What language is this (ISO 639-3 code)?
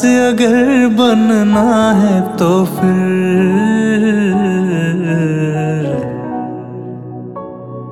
hin